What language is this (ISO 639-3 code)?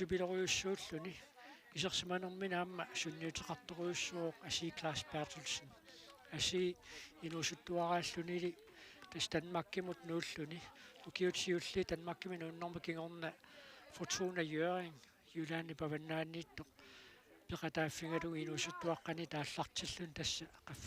kal